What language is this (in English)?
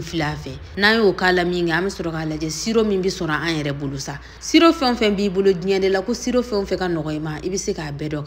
Bambara